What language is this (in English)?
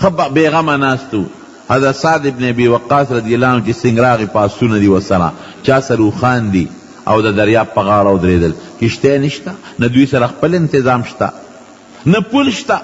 Pashto